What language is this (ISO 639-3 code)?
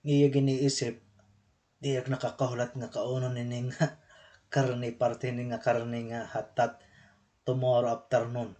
war